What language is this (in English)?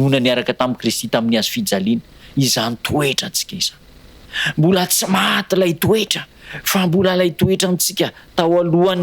Malagasy